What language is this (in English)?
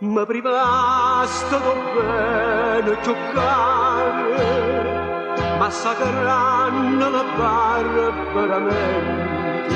Neapolitan